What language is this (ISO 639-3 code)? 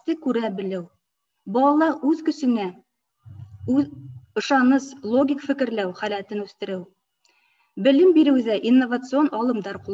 bak